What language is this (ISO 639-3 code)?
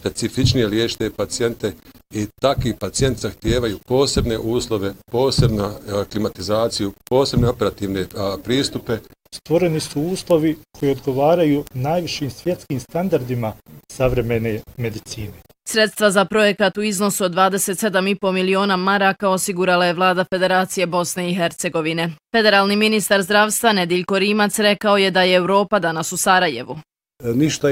bos